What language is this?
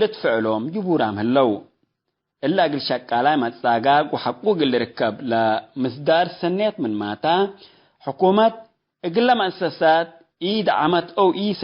Tigre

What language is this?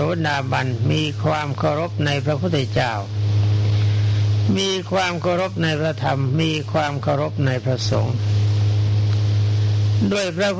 Thai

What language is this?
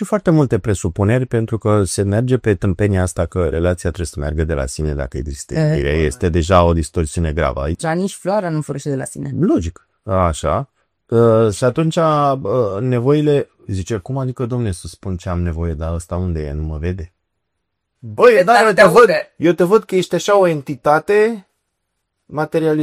Romanian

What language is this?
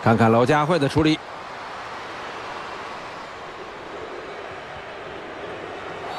Chinese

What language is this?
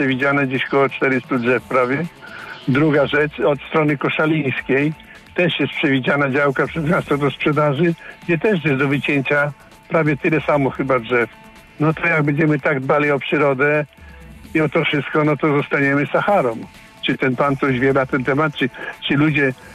Polish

